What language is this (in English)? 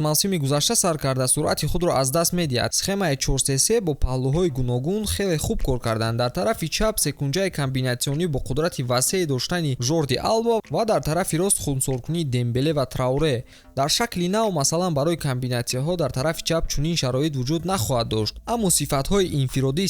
Tajik